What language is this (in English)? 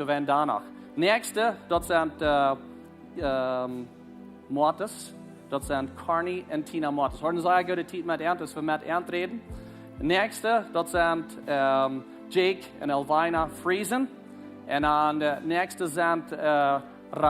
Plautdietsch